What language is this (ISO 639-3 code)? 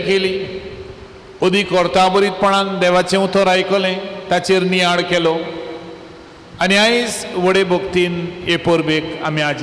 kok